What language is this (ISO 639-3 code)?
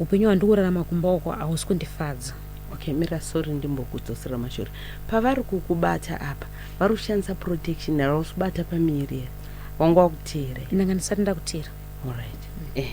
sna